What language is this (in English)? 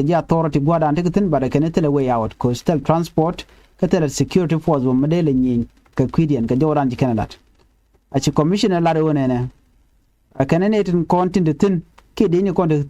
Nuer